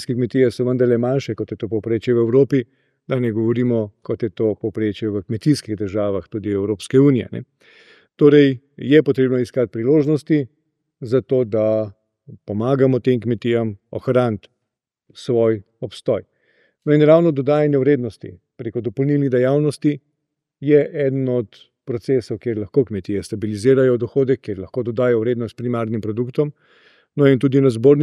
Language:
Slovenian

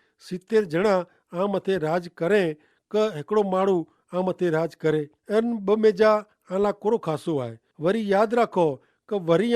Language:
Kachhi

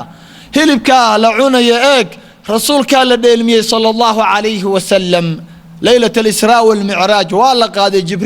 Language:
Somali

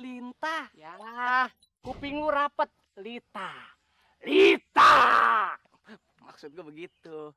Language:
Betawi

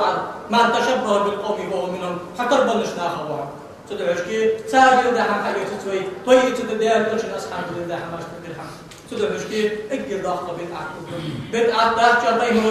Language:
Ingush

